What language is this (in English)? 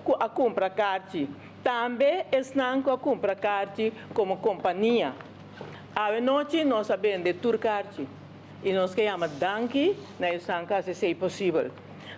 Papiamento